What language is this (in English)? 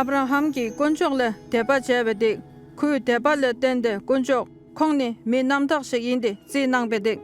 Dolpo